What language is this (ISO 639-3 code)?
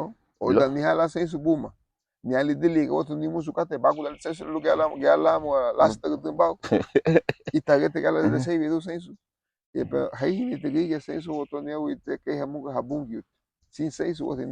cab